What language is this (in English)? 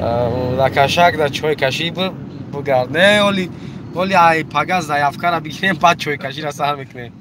Tajik